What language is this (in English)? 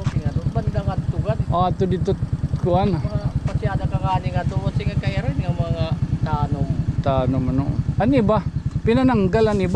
Waray